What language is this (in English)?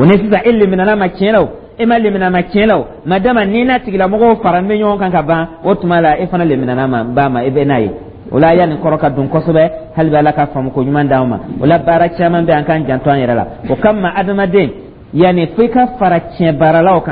Dyula